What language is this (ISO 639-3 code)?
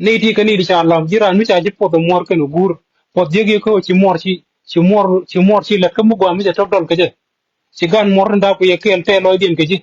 nus